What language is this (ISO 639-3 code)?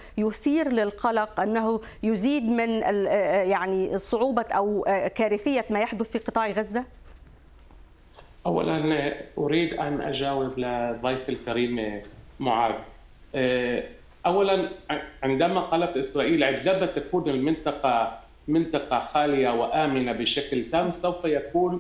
ara